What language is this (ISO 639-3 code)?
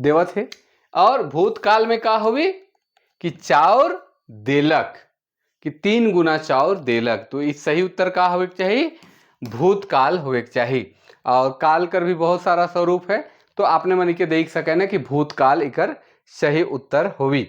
sck